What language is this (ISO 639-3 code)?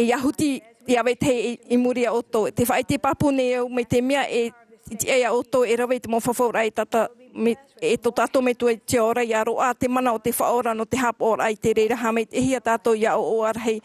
tah